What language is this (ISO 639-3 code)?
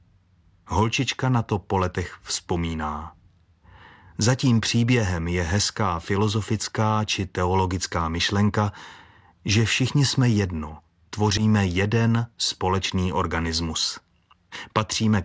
ces